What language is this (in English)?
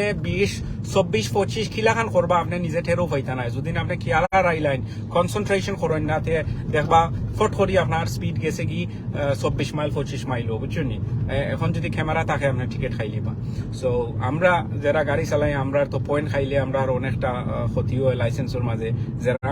Sylheti